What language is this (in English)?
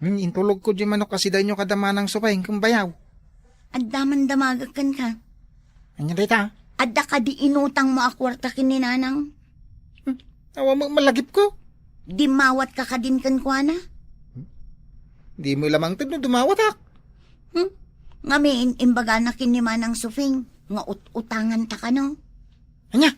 Iloko